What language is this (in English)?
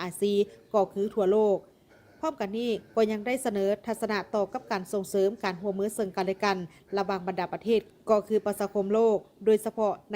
Lao